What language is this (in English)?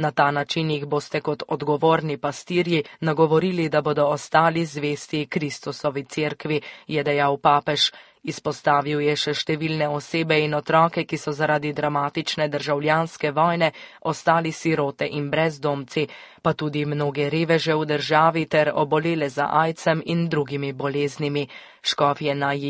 Slovenian